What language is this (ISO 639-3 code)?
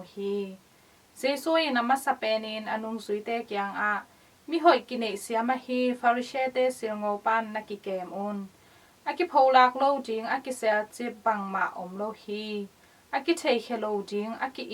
ctd